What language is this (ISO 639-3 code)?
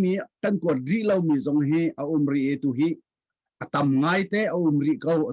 cnh